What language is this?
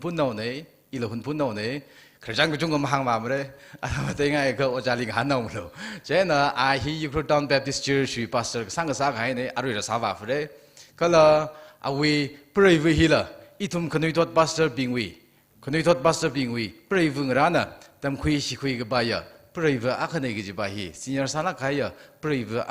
Tangkhul Naga (India)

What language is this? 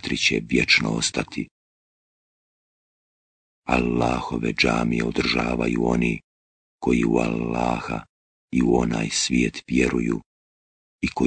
Bosnian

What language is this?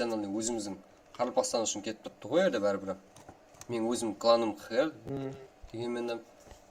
Kara-Kalpak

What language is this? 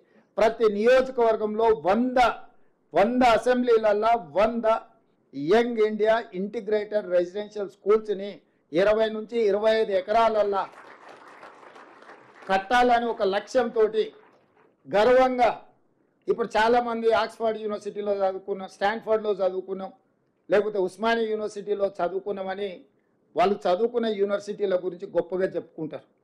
Telugu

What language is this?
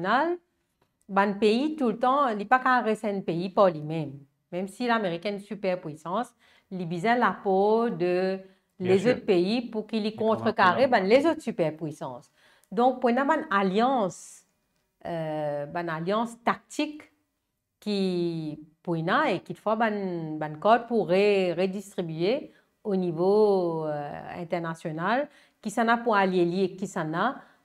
Morisyen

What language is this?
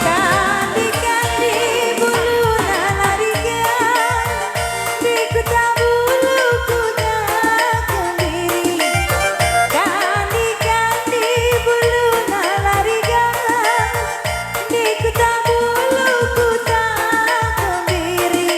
Batak Karo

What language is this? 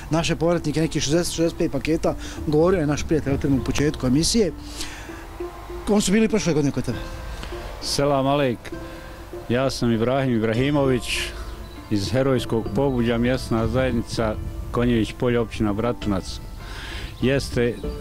Bosnian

